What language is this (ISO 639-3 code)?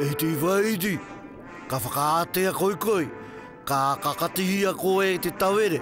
mri